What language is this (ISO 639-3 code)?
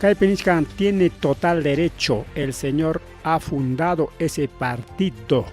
quy